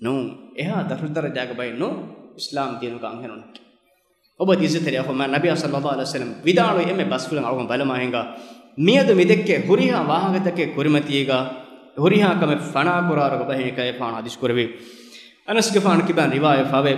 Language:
Divehi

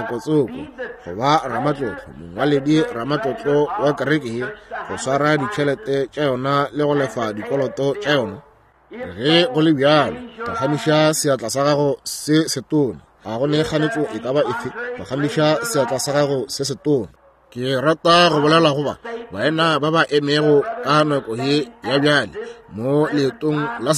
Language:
Northern Sotho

